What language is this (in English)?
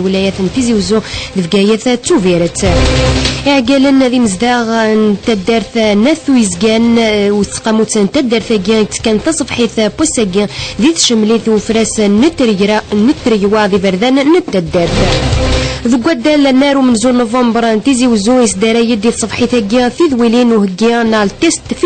Kabyle